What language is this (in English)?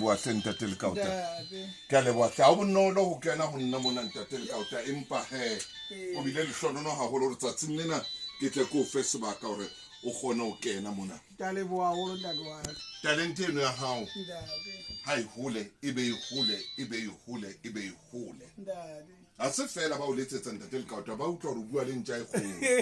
Tswana